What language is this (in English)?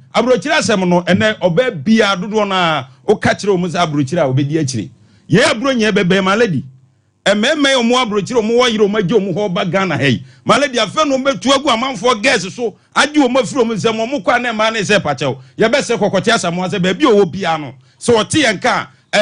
Akan